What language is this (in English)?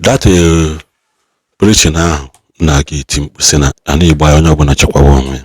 Igbo